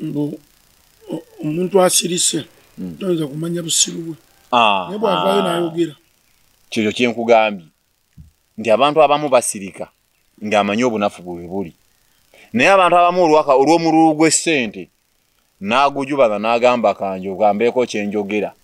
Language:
Ganda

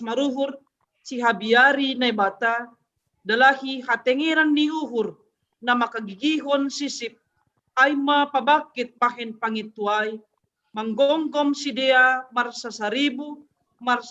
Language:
Batak Simalungun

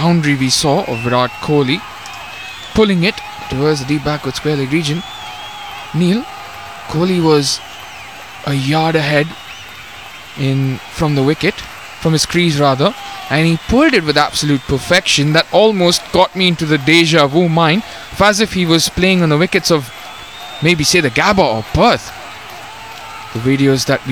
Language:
English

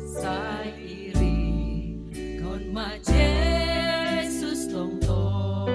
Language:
Batak Simalungun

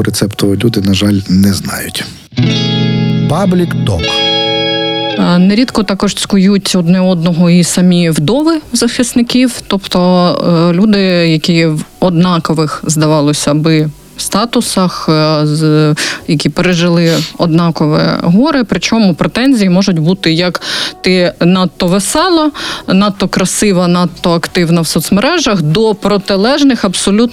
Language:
Ukrainian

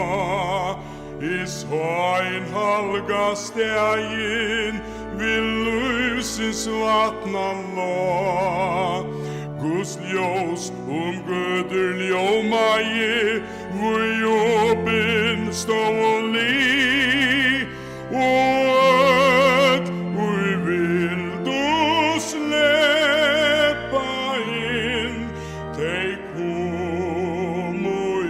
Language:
Faroese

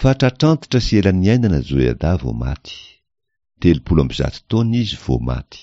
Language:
Malagasy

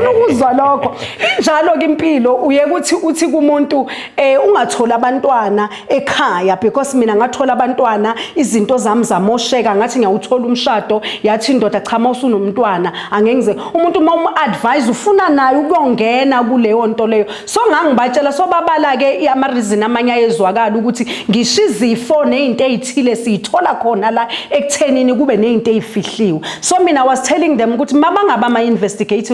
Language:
Zulu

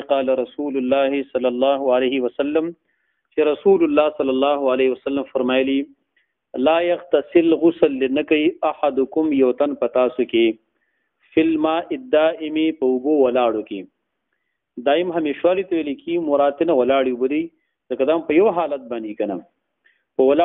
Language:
Pashto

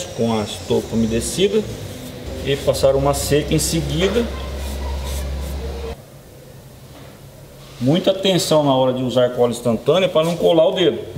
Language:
Portuguese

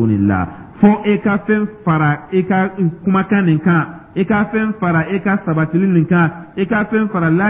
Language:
Dyula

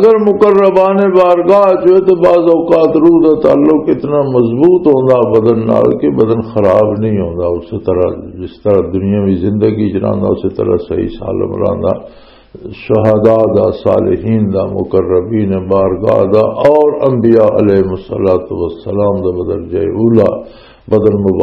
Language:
Western Panjabi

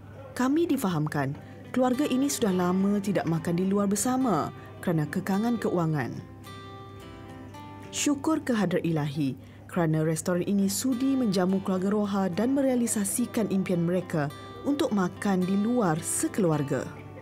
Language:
Malay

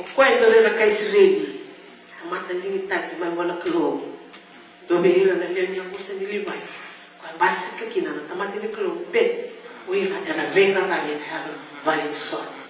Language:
Fijian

